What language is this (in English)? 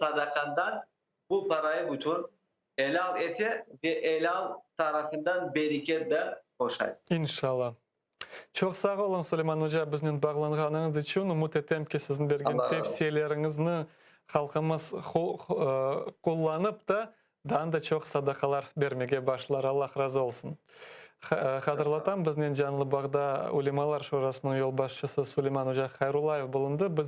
Crimean Tatar